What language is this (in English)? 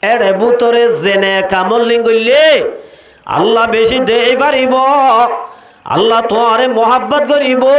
Rohingya